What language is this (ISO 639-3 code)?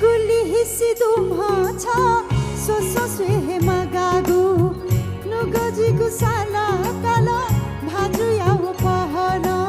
new